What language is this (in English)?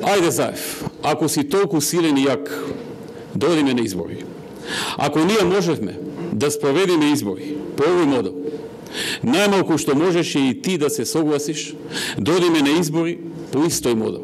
Macedonian